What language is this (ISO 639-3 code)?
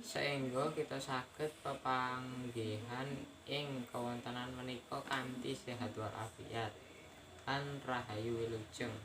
jav